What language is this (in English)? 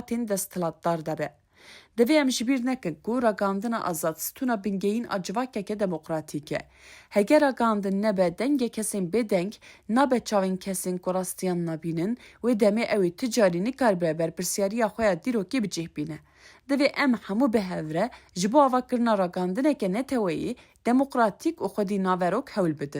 Kurdish